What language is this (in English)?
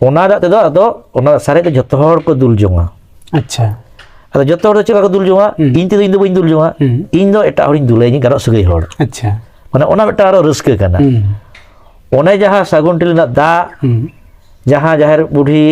Santali